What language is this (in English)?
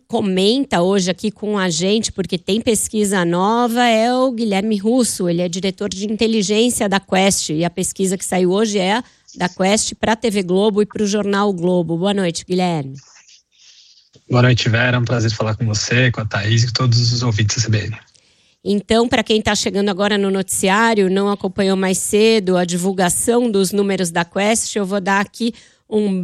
Portuguese